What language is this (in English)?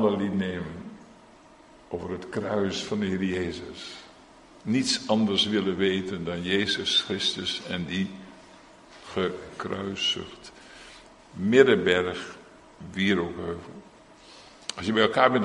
Dutch